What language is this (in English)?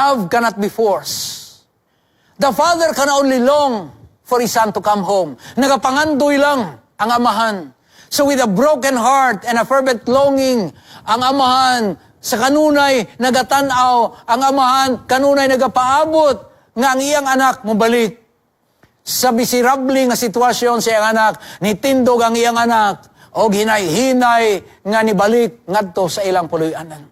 Cebuano